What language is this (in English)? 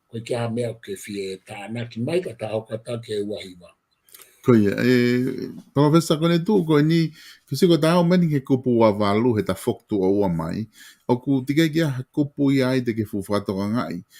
Tongan